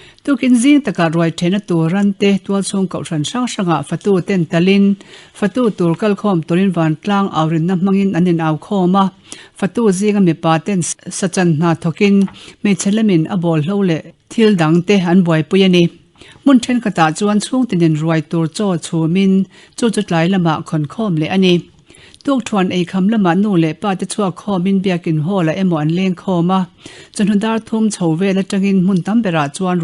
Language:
Mizo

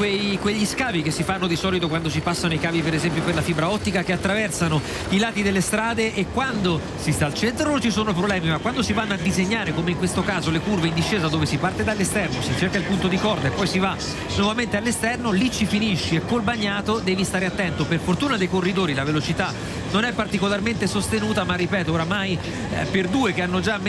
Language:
Italian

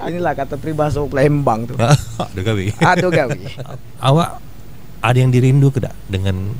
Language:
Musi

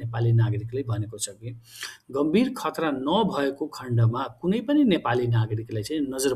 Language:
Nepali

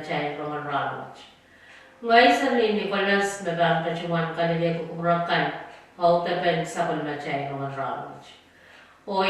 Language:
Pohnpeian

